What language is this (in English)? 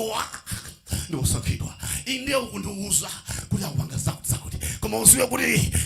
Nyanja